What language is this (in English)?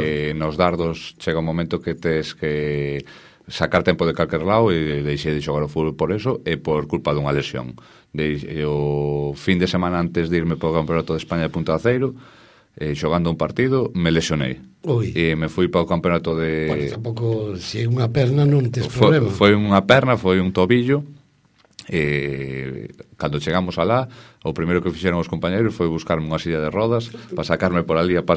Galician